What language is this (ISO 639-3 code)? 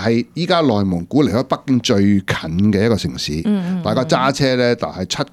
yue